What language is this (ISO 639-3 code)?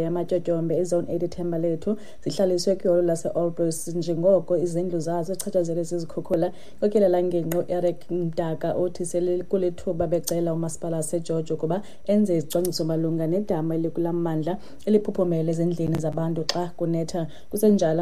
xho